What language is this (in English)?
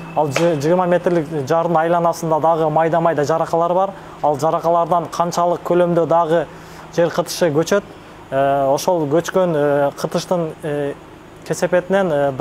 Kyrgyz